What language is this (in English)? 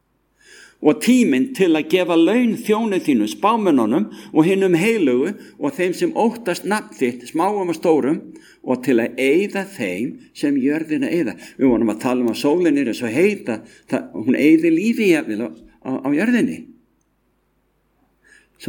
Icelandic